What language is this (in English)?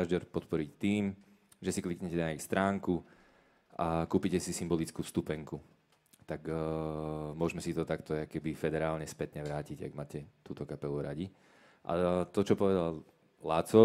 Slovak